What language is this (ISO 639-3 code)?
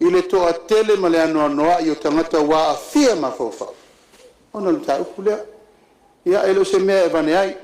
smo